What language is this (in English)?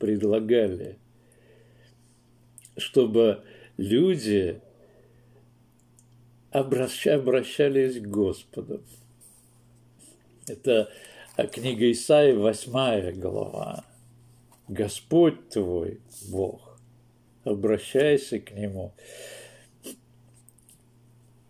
Russian